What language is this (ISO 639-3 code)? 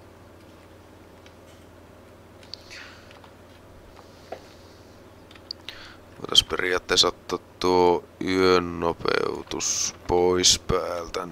fin